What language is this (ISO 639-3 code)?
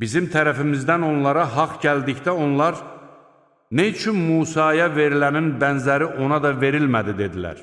aze